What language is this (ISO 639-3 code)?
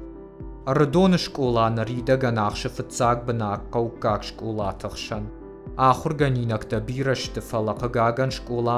oss